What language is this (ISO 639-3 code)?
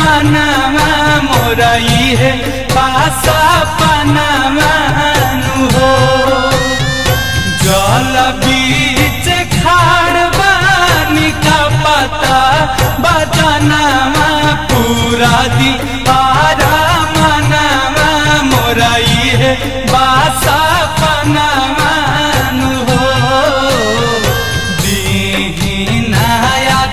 bho